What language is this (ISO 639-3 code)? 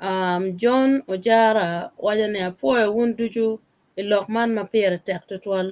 ach